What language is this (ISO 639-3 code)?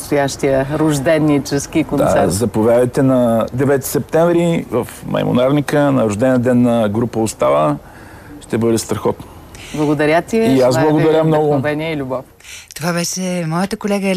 bul